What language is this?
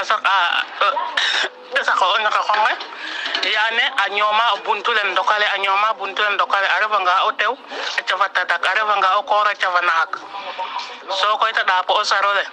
Serer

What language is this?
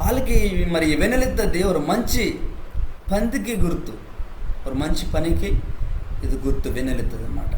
Koya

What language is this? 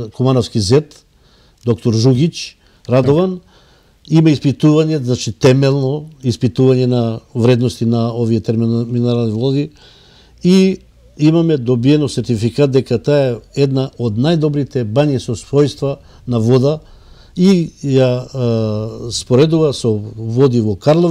Macedonian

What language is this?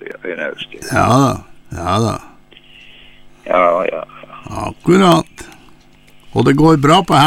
Norwegian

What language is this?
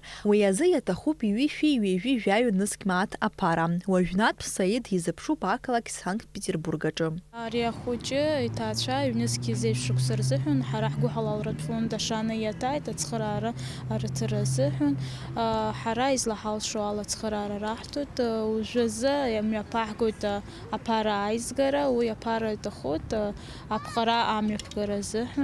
Abkhazian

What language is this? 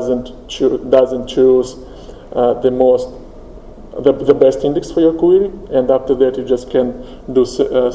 English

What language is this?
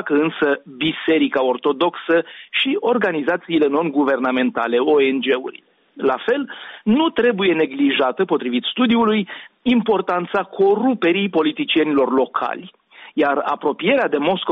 Romanian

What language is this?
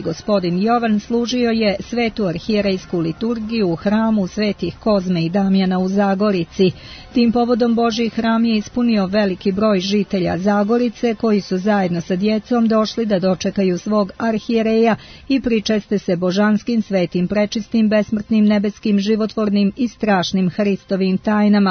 Serbian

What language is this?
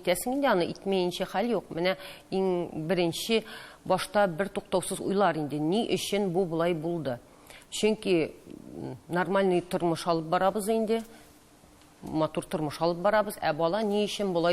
Tatar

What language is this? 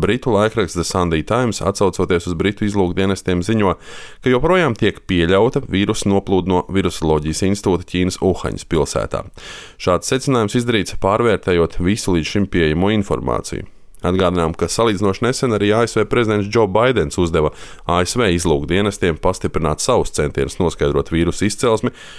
Latvian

